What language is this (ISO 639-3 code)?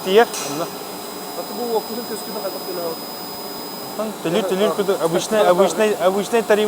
sah